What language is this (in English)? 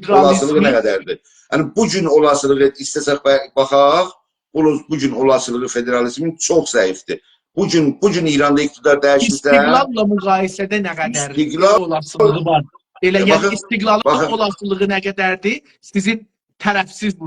South Azerbaijani